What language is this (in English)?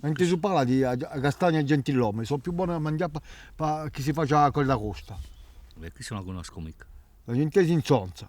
Corsican